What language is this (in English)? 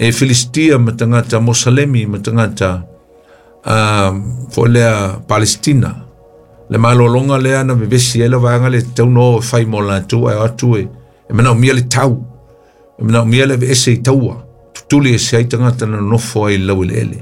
Samoan